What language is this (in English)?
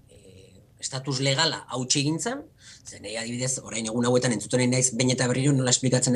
Basque